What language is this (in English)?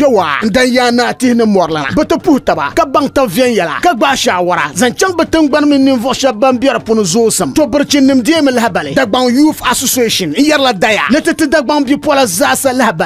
Dagbani